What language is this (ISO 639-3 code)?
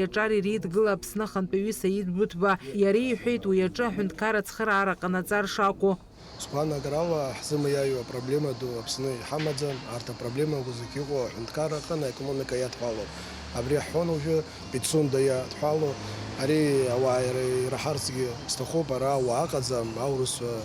abk